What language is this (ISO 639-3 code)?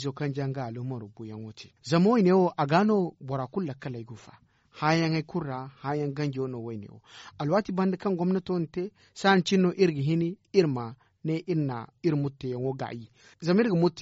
dje